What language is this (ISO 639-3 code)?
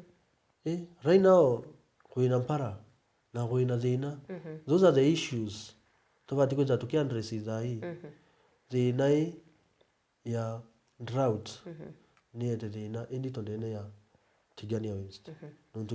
mer